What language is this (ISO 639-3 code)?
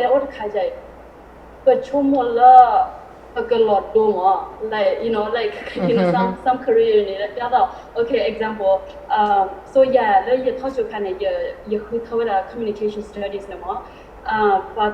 ksw